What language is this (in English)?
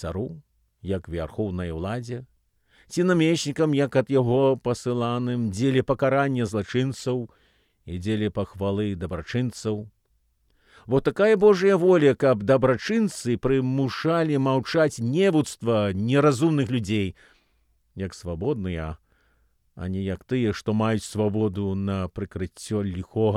Belarusian